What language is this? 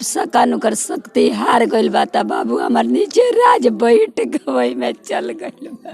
Bhojpuri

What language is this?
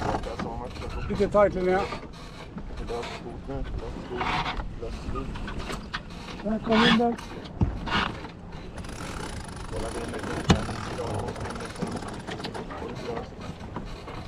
Swedish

